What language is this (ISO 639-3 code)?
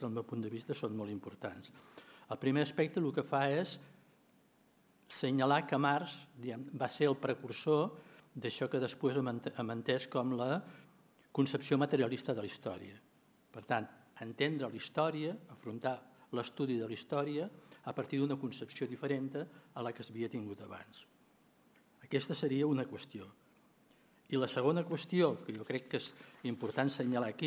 cat